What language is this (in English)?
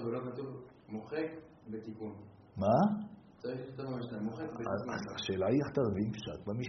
Hebrew